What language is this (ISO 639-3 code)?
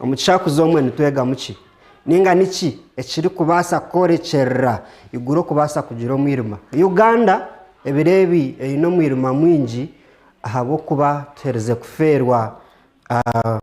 nyn